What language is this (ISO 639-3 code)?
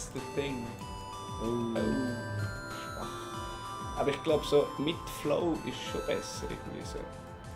gsw